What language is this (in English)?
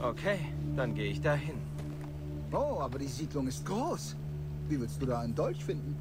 Swiss German